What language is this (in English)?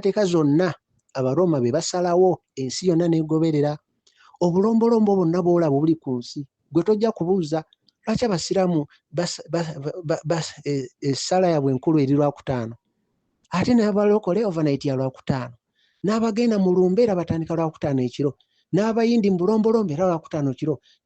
Ganda